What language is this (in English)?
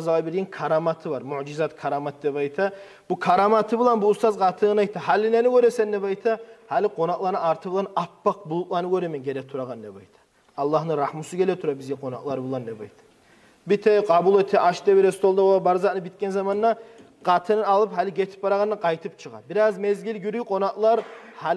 Kumyk